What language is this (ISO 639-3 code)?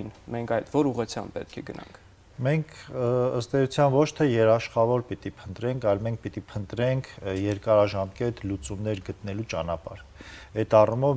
hye